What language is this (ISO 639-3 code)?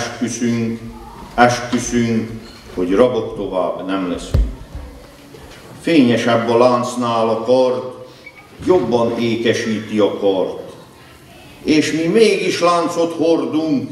hun